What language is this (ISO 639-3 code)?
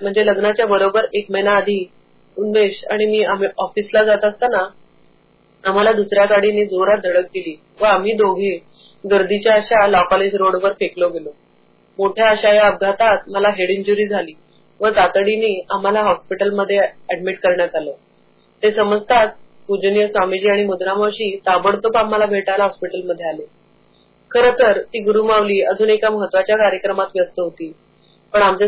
mar